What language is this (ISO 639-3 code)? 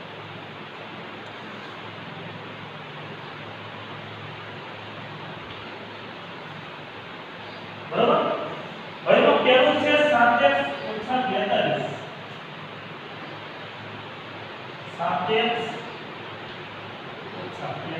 guj